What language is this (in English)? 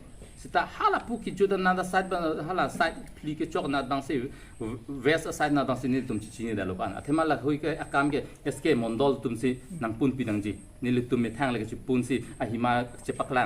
Karbi